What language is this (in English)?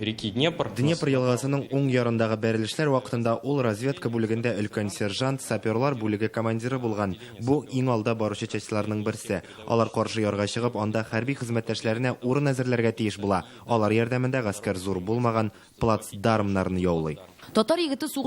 Tatar